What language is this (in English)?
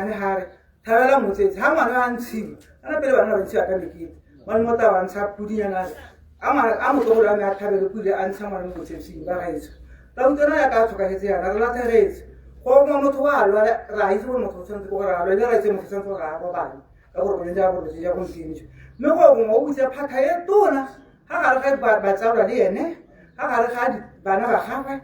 Tswana